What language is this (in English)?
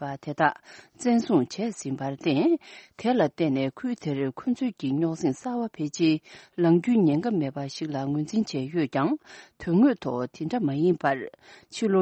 Tibetan